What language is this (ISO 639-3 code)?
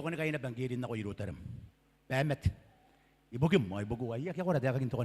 gil